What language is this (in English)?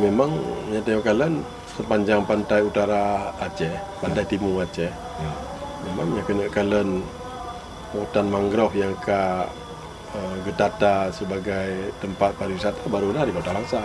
Achinese